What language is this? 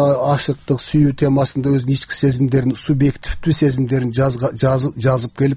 Kyrgyz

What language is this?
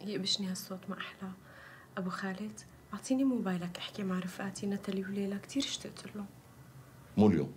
North Levantine Arabic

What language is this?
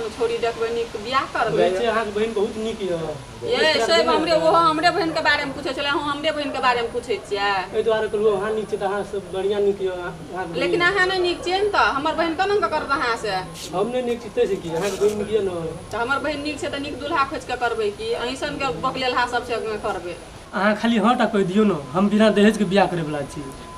Maithili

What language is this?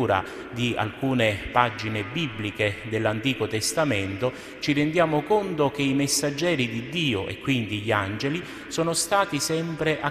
Italian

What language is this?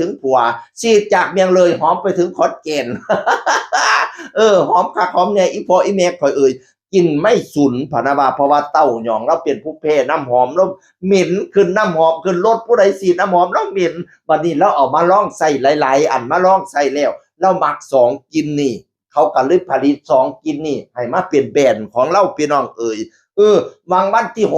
Northeastern Thai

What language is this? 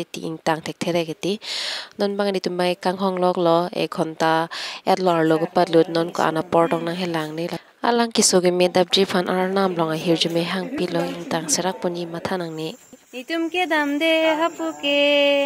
Karbi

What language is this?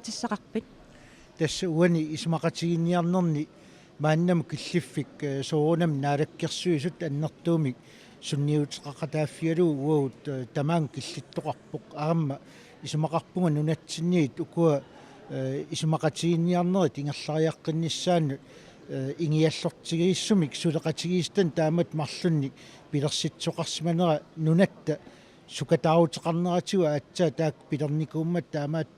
Kalaallisut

